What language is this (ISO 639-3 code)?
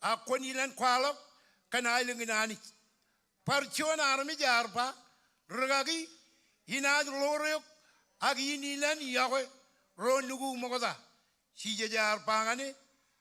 mah